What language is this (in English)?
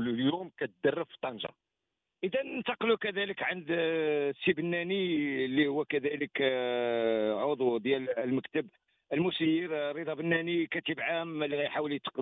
Moroccan Arabic